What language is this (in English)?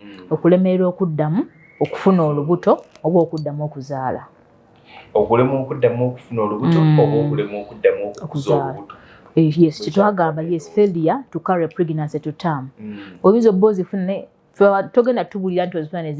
Ganda